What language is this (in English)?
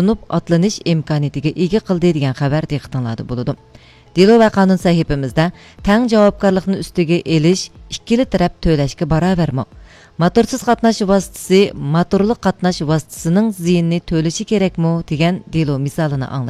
Uyghur